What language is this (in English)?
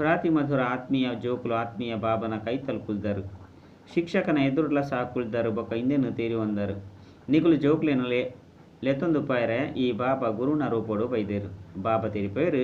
Tulu